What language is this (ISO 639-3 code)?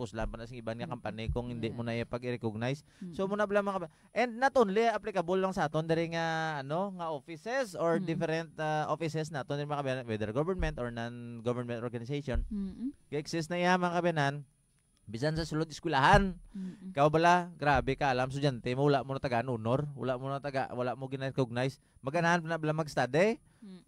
hil